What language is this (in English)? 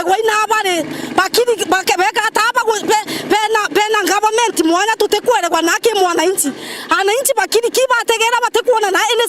Meru